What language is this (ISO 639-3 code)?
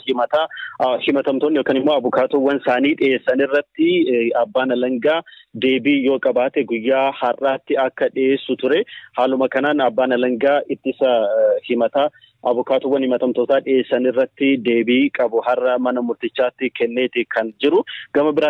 orm